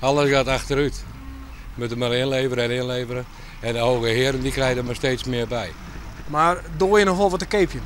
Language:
Western Frisian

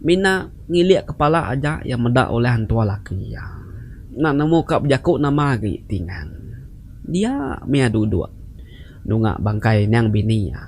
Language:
Iban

